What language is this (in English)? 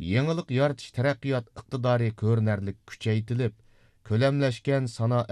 Uyghur